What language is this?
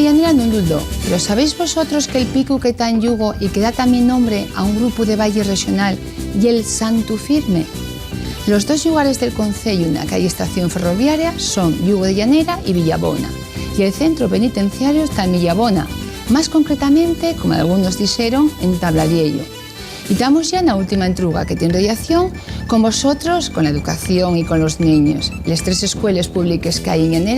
Asturian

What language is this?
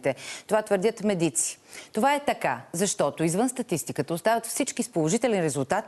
Bulgarian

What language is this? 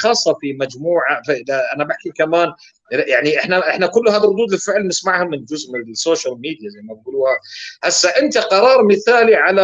North Levantine Arabic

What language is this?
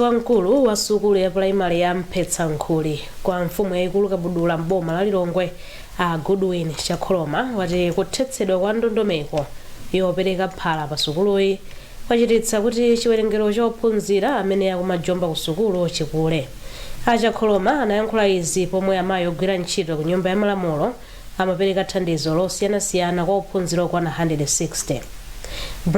Nyanja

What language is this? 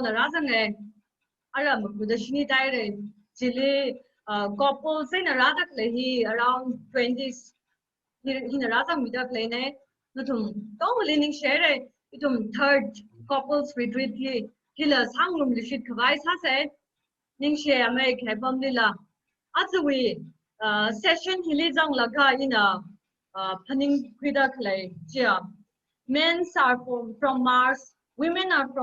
Tangkhul Naga (India)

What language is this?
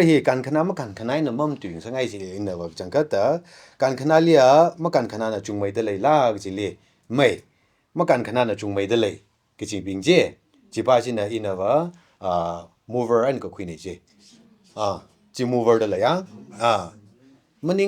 Tangkhul Naga (India)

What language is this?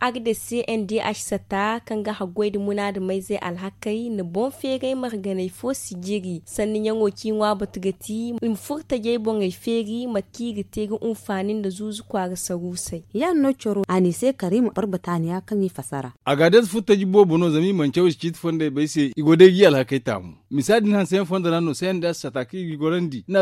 Zarma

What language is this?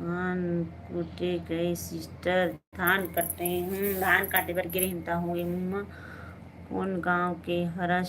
Chhattisgarhi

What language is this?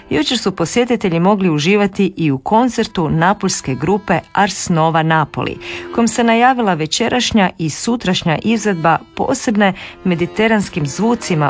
Croatian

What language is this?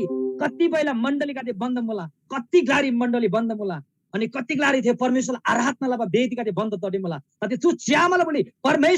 Eastern Tamang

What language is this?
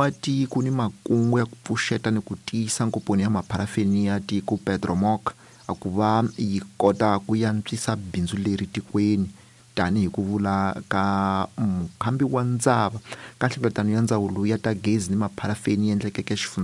Tsonga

